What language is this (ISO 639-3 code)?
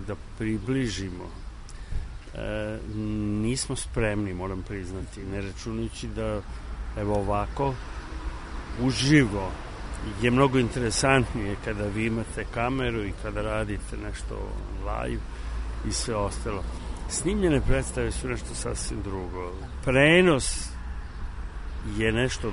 srp